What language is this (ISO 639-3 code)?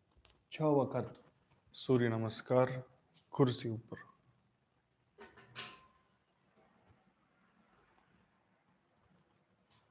guj